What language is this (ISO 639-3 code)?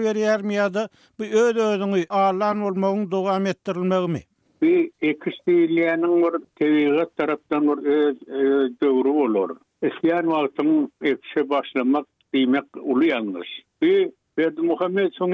tuk